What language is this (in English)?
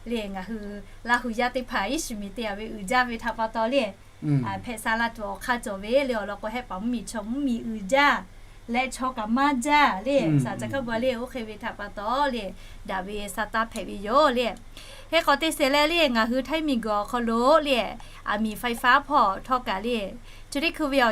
Lahu